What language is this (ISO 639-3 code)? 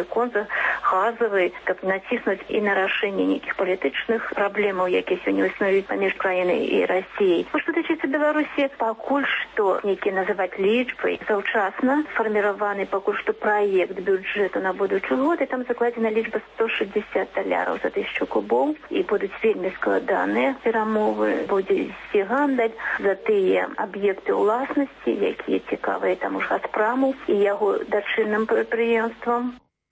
bel